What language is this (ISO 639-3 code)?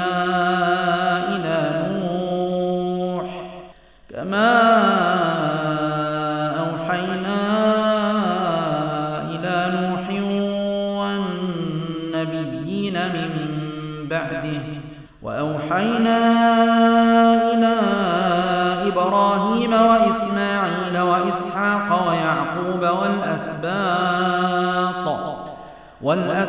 ara